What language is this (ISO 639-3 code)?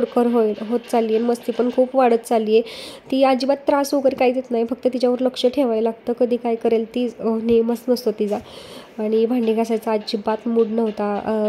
mar